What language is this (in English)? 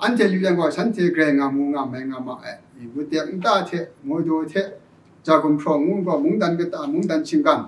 Kachin